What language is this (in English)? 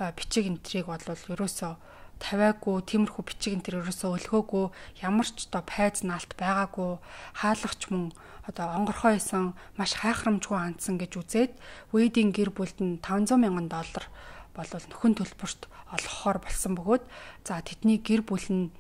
Mongolian